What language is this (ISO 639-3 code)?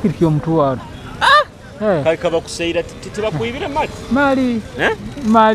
nyo